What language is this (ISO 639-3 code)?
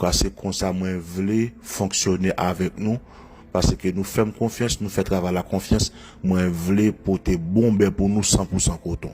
hat